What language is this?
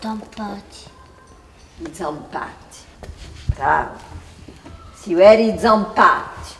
Corsican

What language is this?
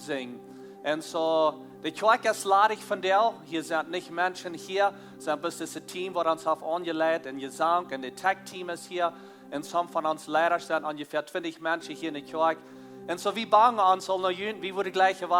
Plautdietsch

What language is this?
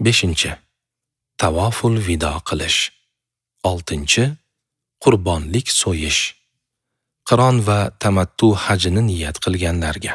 Uzbek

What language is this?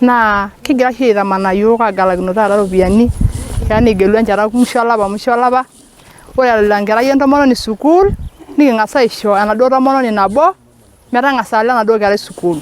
Masai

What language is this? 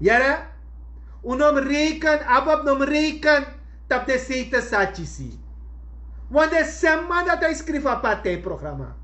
Sranan Tongo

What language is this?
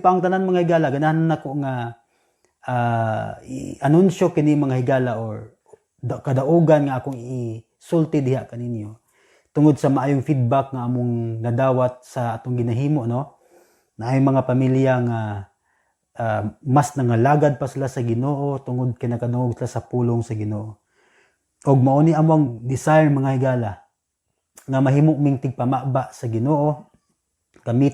Cebuano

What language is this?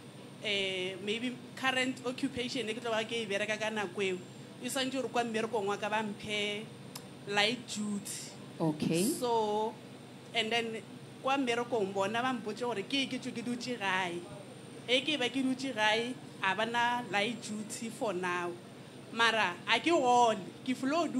Northern Sotho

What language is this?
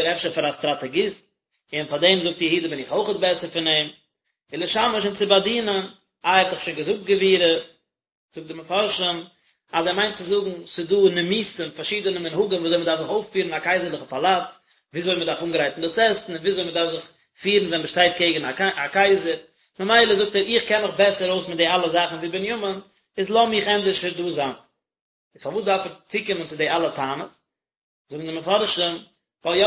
Yiddish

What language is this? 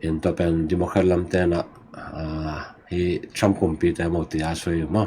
Tedim Chin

